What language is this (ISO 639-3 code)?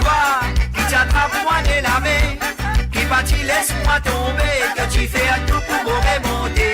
mfe